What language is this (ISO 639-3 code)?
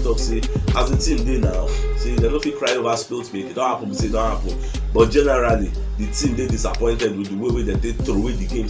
pcm